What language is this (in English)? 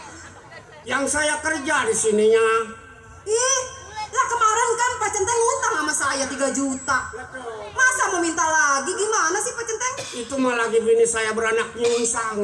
Betawi